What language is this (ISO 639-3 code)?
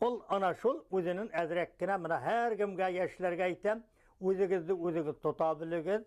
bak